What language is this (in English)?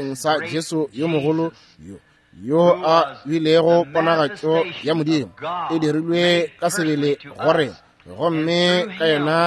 Northern Sotho